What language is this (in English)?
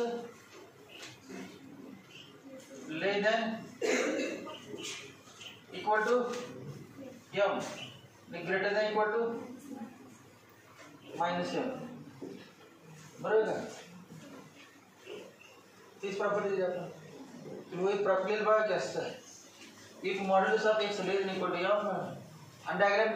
Marathi